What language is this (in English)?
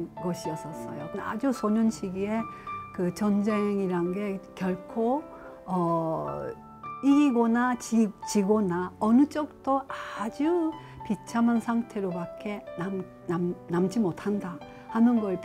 Korean